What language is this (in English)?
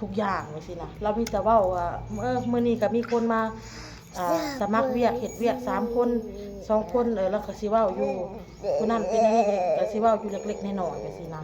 Lao